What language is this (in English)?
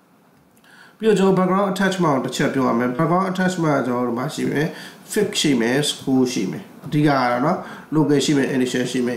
Burmese